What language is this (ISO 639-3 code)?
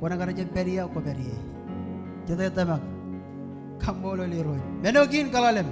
mah